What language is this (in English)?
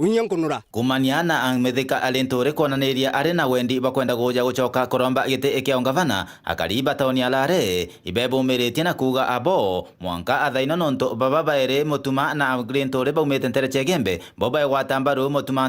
Meru